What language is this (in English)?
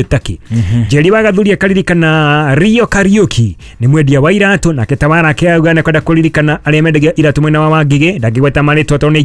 Kikuyu